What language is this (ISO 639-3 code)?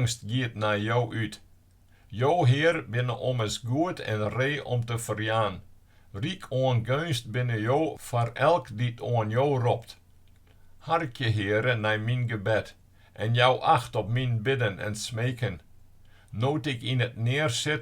fry